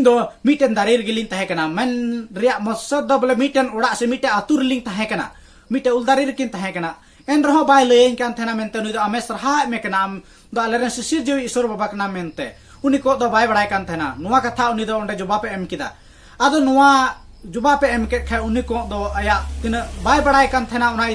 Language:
Santali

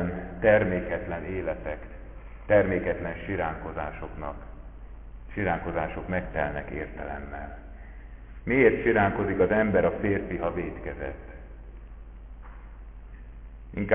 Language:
Hungarian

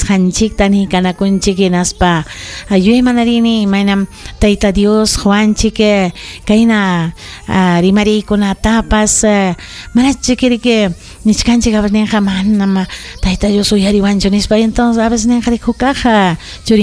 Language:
Ayacucho Quechua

